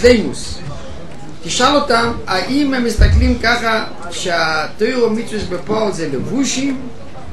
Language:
Hebrew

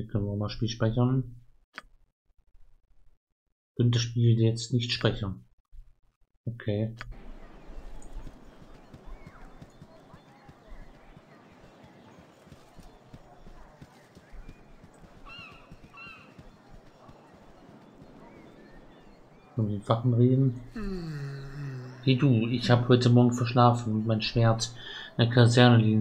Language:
German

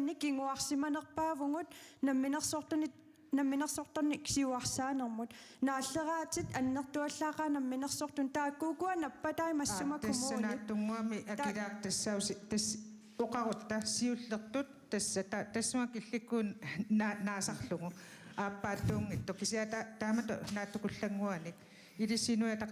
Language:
Kalaallisut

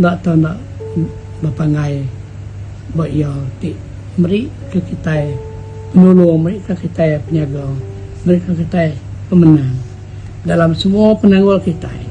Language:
Iban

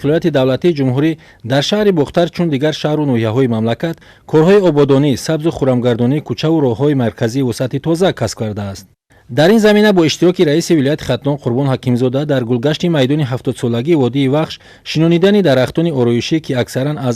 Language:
Tajik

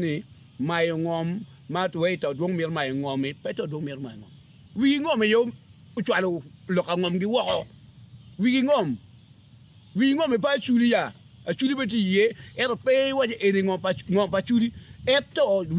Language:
Acoli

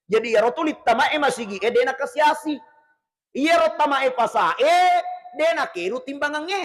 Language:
Buginese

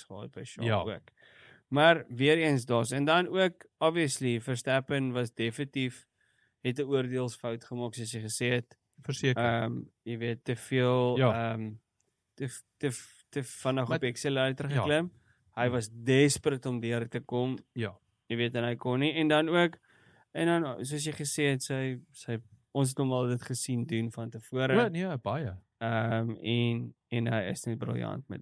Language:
Afrikaans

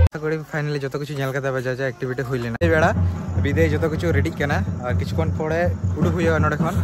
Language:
Santali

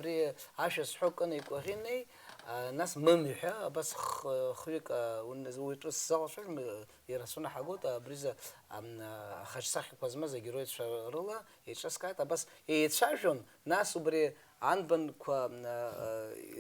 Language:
Abkhazian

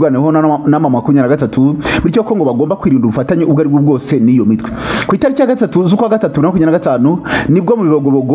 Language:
Kinyarwanda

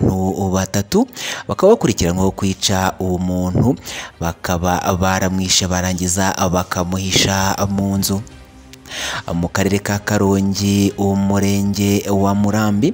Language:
Kinyarwanda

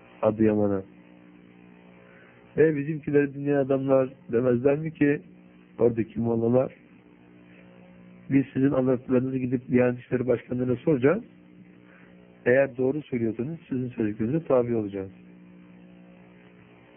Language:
Turkish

